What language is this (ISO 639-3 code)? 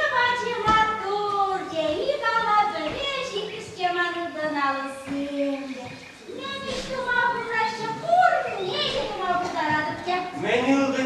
chv